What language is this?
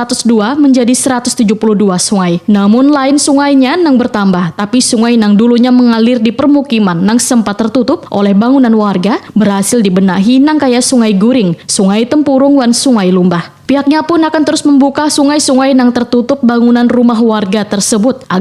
Banjar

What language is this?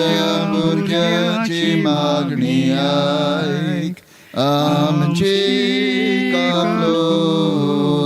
Konkani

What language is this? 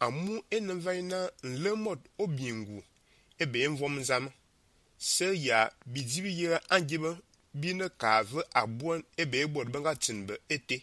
Fang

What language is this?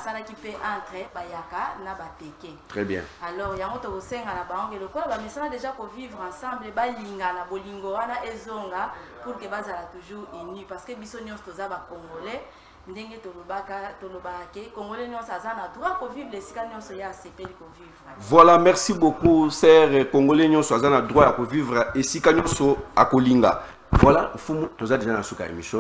Lingala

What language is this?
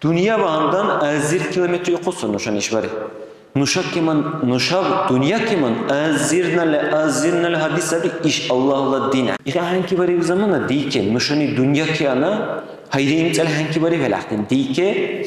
Dargwa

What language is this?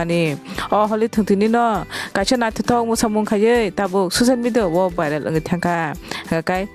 Kok Borok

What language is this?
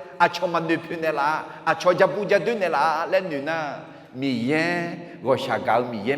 Akha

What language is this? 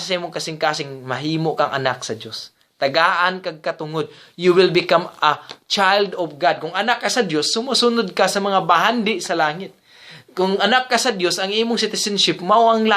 Cebuano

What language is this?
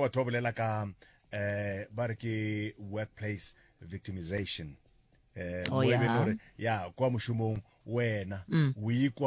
Northern Sotho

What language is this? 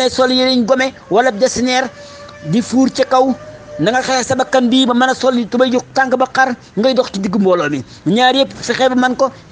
Wolof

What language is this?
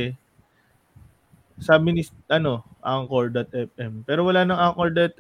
Filipino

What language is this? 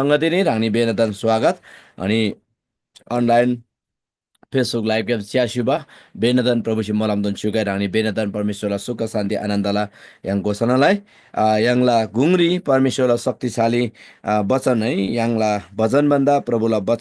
Eastern Tamang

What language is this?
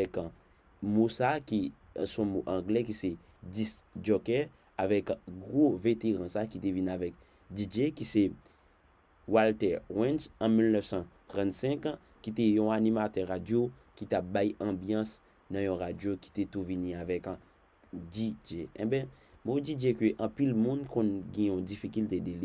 Haitian Creole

